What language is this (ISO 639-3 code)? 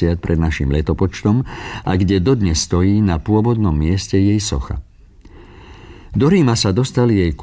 slk